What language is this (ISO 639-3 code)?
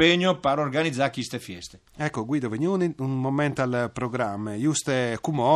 fur